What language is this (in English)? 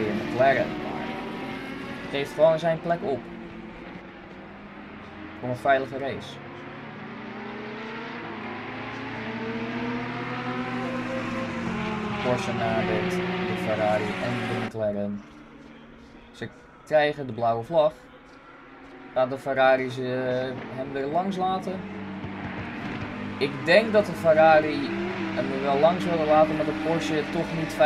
Dutch